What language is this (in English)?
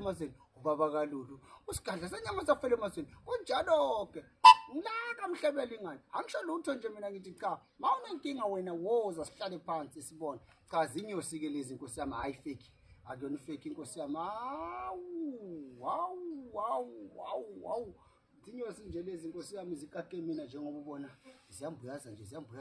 Zulu